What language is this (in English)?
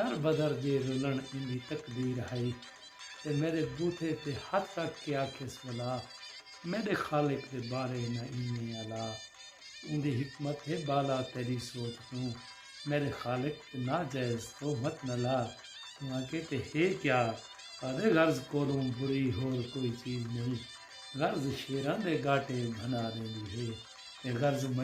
Saraiki